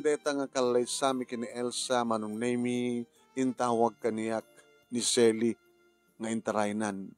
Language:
Iloko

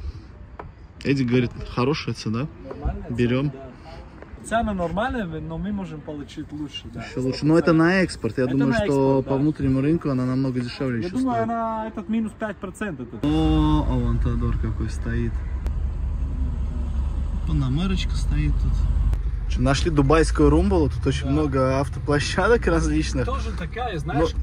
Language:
Russian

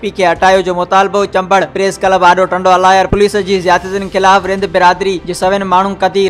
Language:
Sindhi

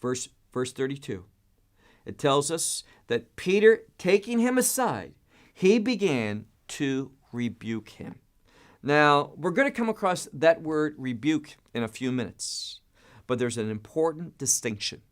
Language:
English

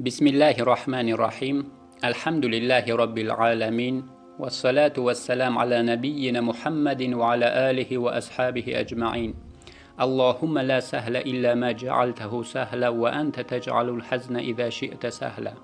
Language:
Yazgulyam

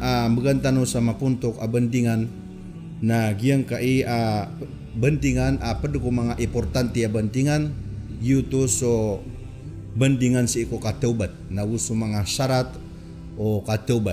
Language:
Maranao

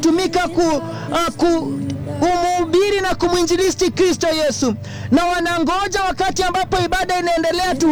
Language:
Swahili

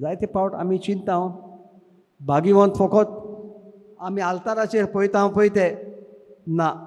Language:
Konkani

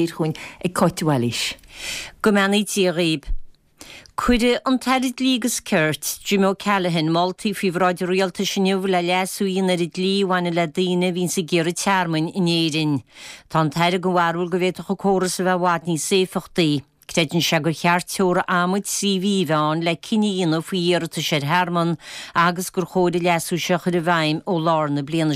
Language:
Irish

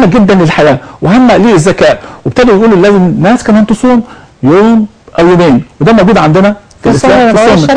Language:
Egyptian Arabic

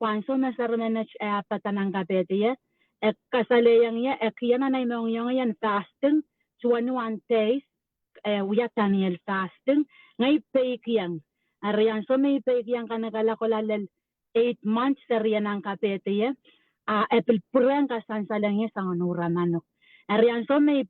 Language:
Pohnpeian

